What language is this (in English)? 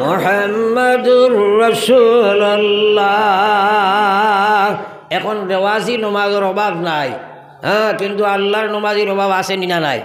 Sylheti